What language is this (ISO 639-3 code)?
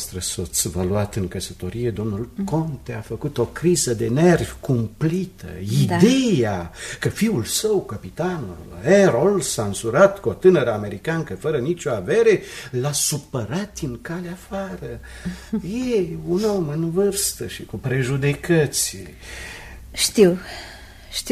ron